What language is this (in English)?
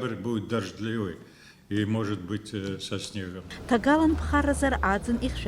Abkhazian